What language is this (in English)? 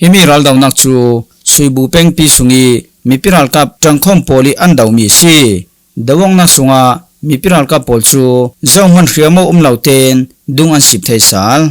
Falam Chin